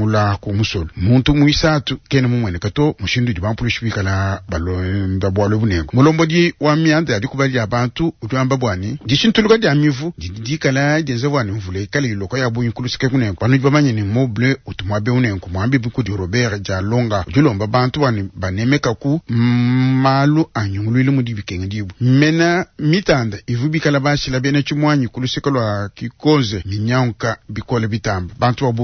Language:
Luba-Lulua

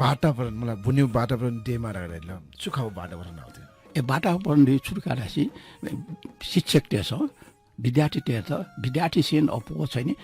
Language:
Newari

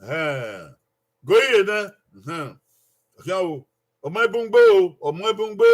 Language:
Bini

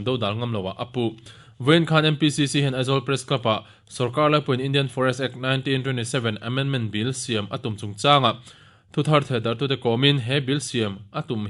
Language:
Mizo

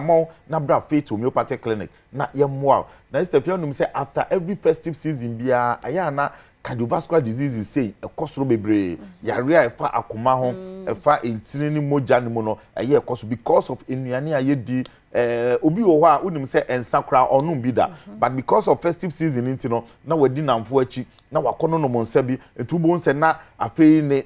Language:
Akan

